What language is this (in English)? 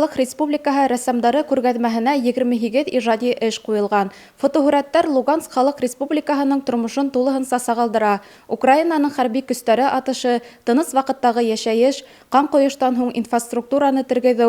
Bashkir